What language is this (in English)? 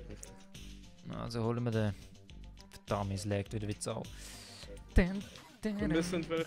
Swiss German